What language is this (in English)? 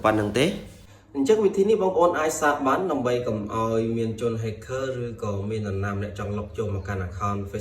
Khmer